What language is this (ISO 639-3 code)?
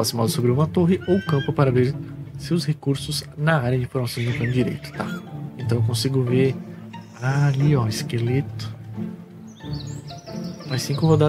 por